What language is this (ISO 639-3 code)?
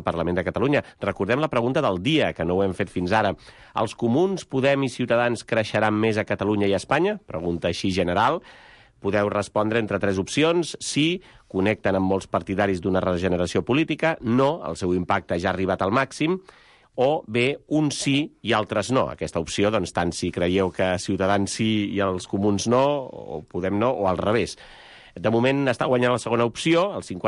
cat